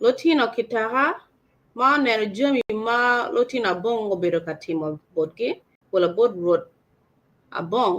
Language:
Acoli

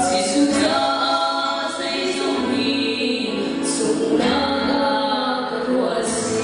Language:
Hakha Chin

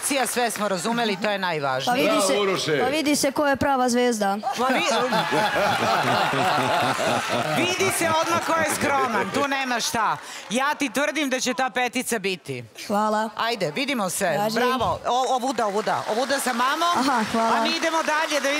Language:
Serbian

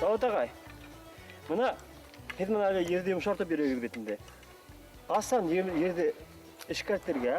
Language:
Bashkir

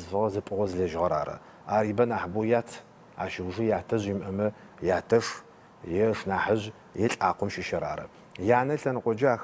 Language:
Adyghe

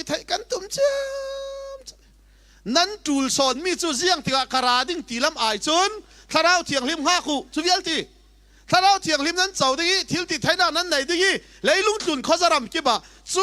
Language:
Falam Chin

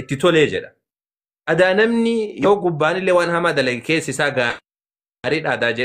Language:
Oromo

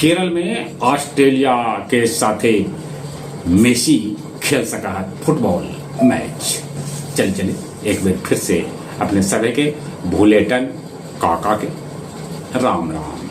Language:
Magahi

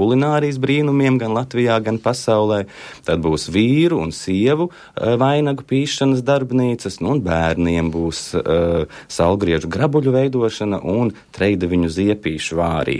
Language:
Latvian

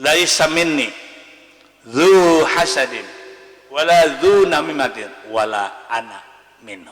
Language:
Banjar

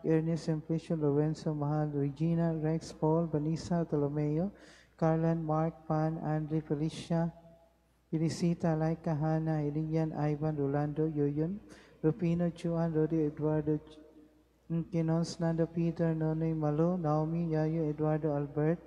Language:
Cebuano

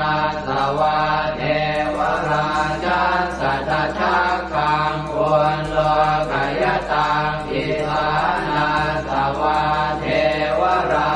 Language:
Pali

